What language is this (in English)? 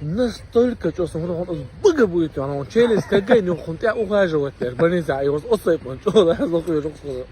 Chechen